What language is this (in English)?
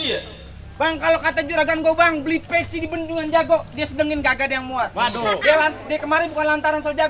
Betawi